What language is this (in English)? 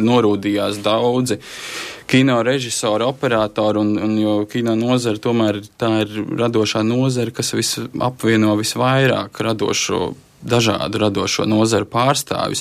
Latvian